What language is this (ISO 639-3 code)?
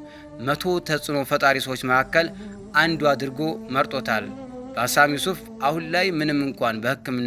amh